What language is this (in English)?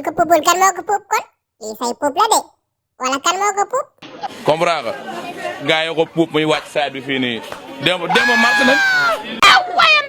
Wolof